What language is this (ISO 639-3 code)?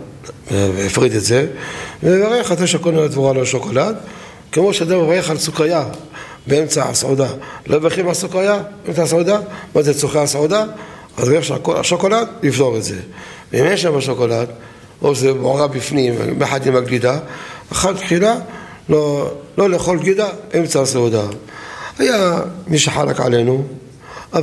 heb